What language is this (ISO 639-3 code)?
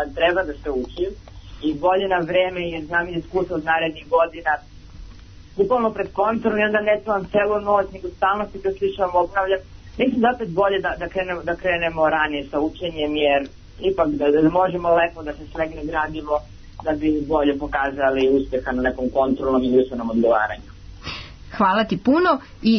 srp